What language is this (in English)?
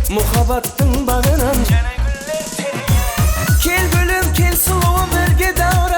Kara-Kalpak